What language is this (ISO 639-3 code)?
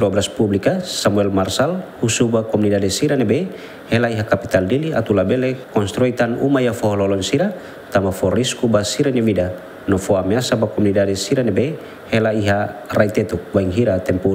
tet